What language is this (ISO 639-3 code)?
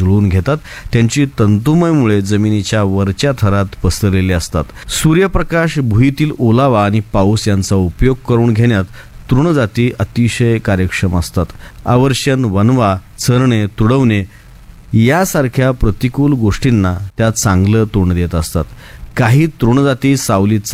mar